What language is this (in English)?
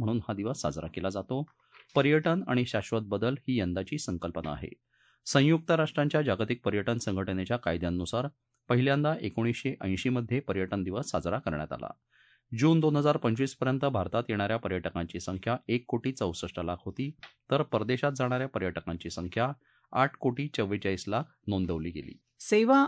Marathi